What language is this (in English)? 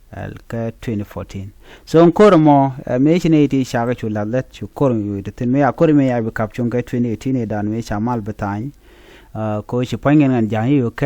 Nuer